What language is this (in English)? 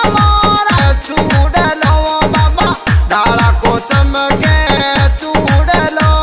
Bhojpuri